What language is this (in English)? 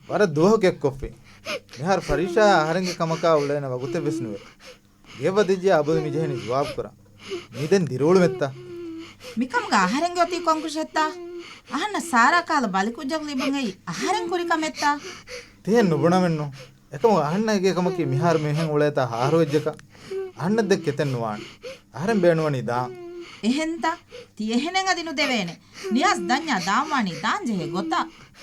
Divehi